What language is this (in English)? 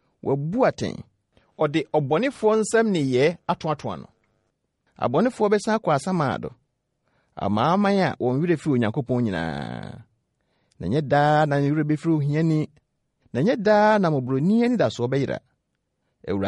Akan